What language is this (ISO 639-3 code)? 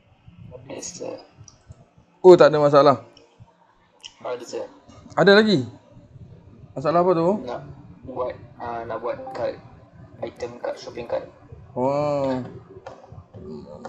msa